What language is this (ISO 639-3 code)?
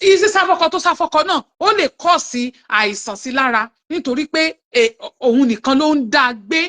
yor